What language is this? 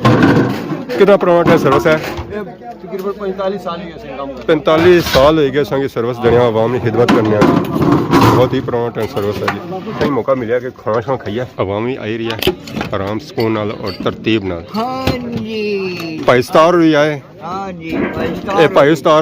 Pahari-Potwari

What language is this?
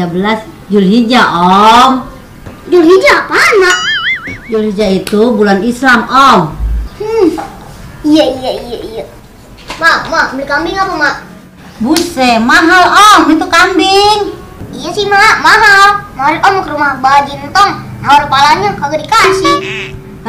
Betawi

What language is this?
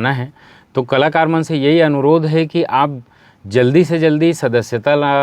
Chhattisgarhi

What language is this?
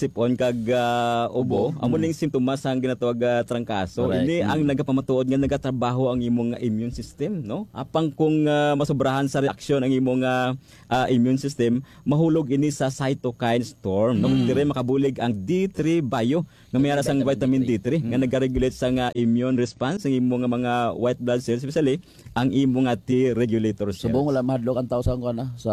Hiligaynon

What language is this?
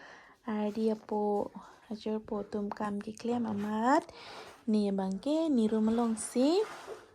Karbi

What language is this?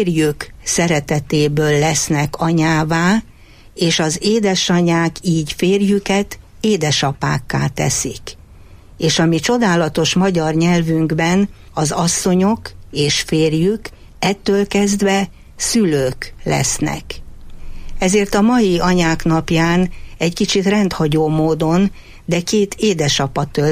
Hungarian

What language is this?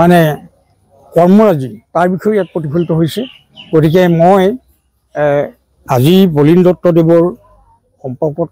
Assamese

